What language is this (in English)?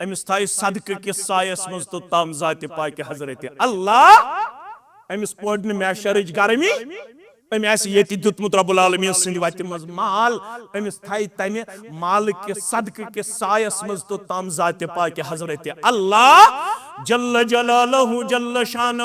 Kashmiri